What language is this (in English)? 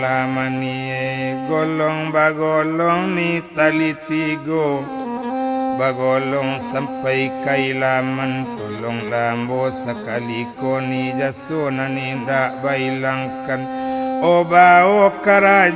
Minangkabau